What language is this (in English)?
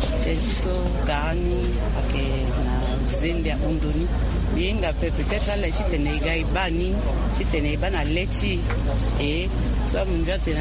Sango